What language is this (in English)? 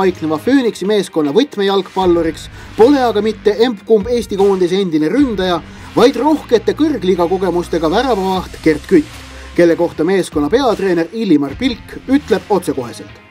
Estonian